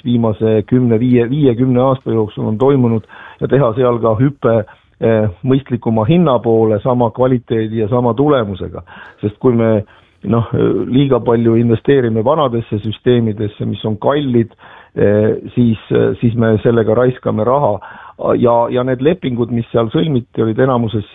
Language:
Estonian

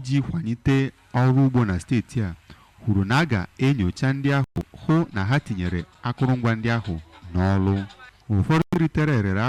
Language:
Igbo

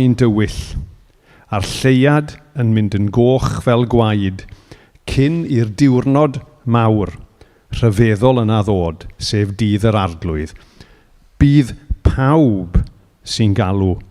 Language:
Welsh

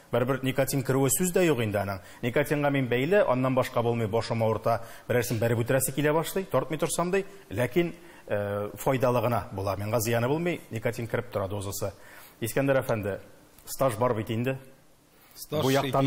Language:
Tatar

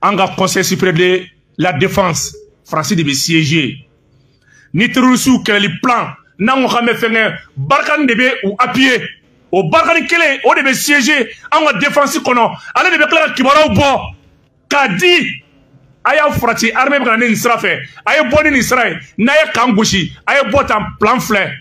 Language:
Bambara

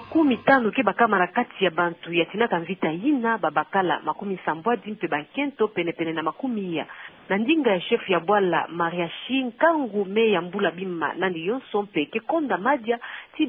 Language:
Kituba (Democratic Republic of Congo)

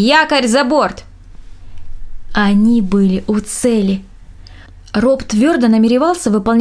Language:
Russian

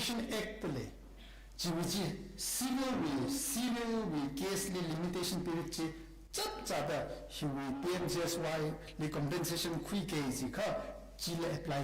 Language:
Tangkhul Naga (India)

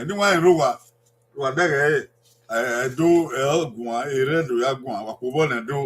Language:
Bini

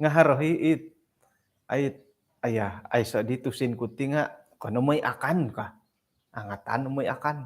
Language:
Central Dusun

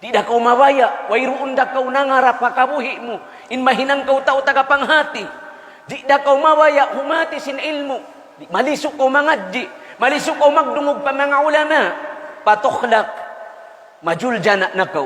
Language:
Tausug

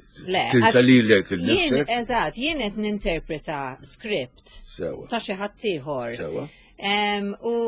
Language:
Maltese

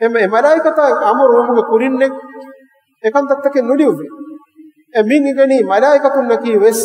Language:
Divehi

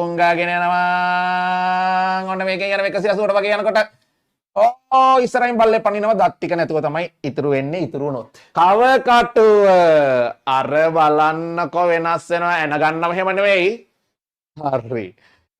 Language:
Sinhala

